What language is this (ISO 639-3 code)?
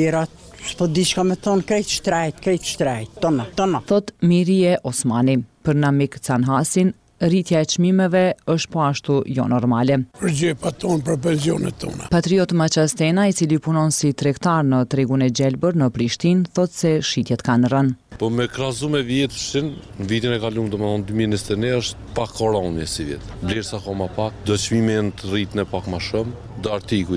sqi